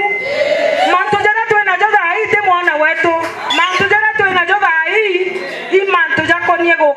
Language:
Meru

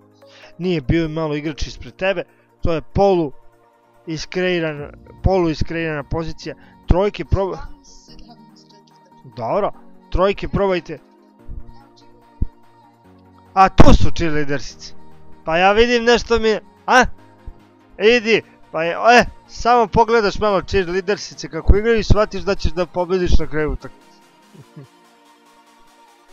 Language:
Serbian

